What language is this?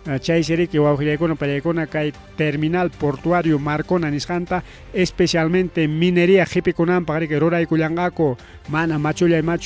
Ayacucho Quechua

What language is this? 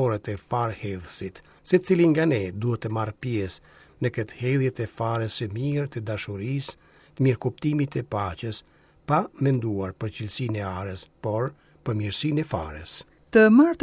Albanian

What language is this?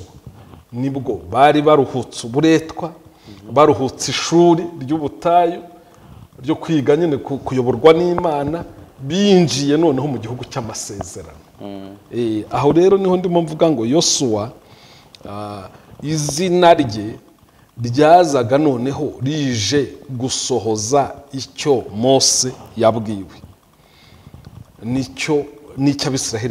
Kinyarwanda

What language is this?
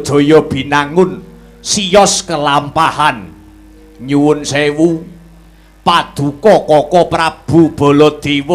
Javanese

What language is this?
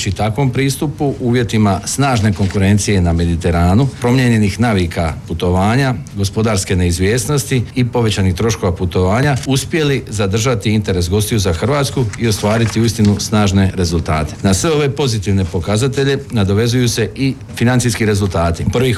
Croatian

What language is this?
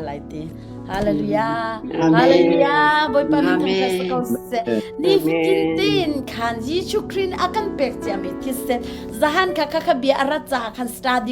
Hakha Chin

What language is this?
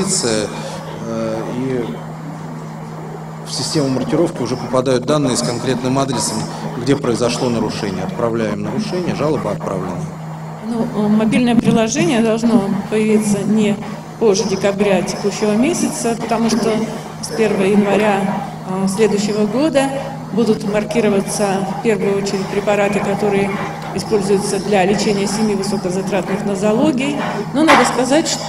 Russian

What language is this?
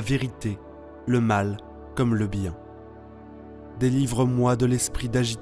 French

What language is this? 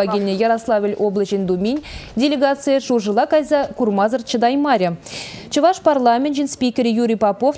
Chuvash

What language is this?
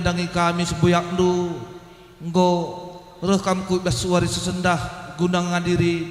Batak Karo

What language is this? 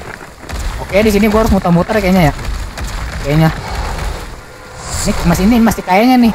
Indonesian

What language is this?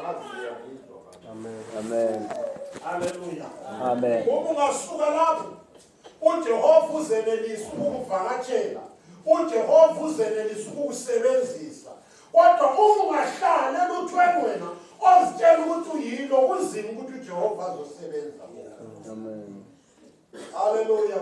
North Ndebele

